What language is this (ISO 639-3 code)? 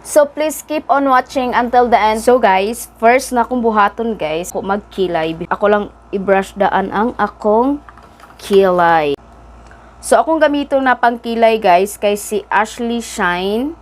ceb